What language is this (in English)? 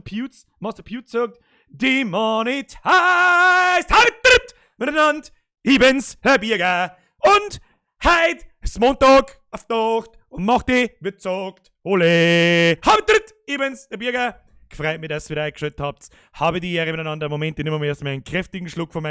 Bavarian